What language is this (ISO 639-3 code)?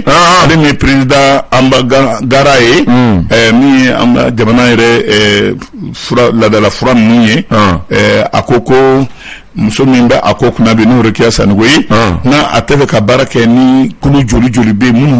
bam